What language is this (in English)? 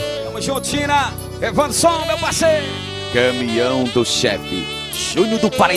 Portuguese